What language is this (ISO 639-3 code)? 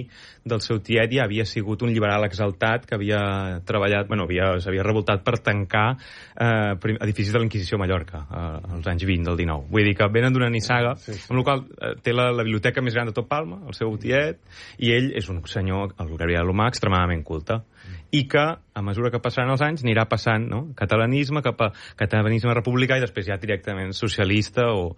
cat